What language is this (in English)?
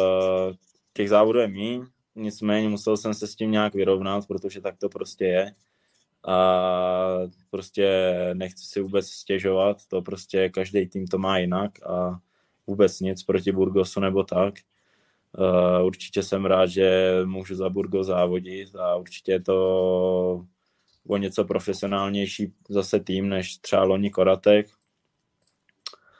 Czech